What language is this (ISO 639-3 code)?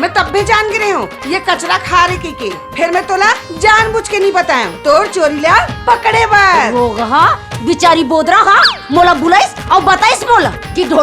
hne